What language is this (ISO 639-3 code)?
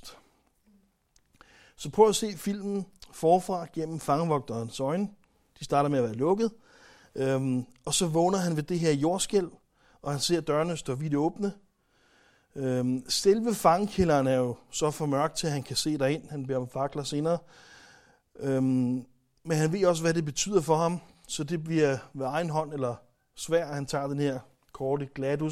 dan